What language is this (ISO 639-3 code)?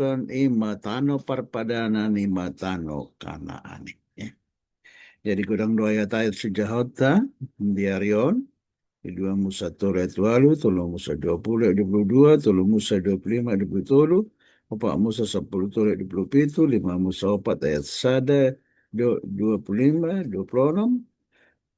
bbc